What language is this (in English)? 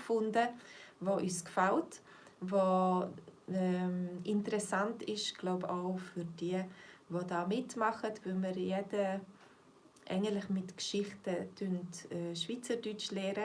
Swiss German